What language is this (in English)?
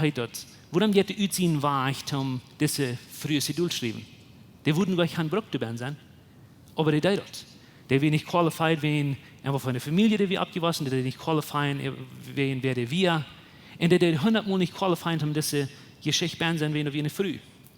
Plautdietsch